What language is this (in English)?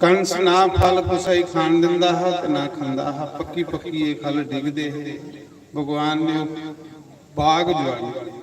Dogri